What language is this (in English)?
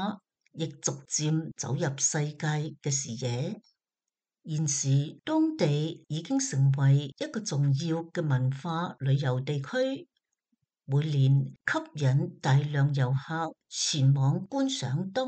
Cantonese